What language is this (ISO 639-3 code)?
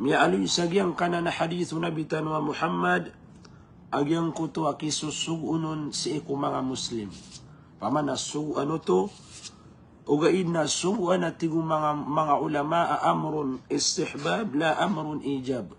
mrw